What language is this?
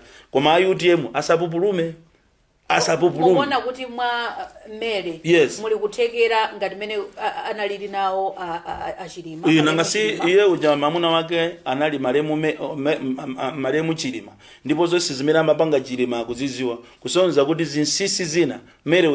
Nyanja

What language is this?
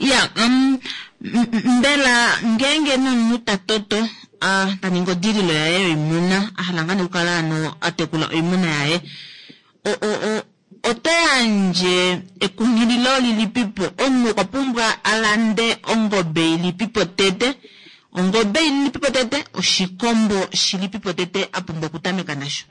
Kuanyama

